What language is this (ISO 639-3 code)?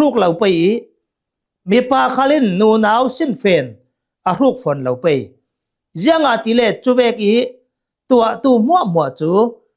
cnh